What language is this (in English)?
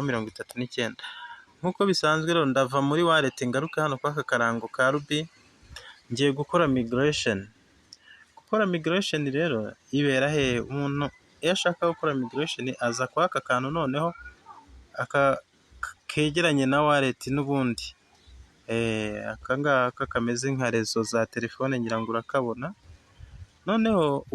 Kinyarwanda